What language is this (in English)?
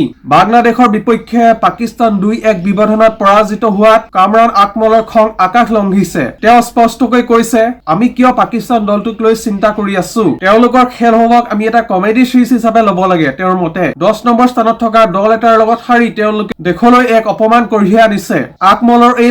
Assamese